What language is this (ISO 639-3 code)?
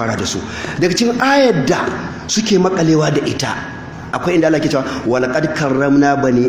hau